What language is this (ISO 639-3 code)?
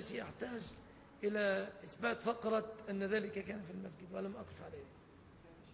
ara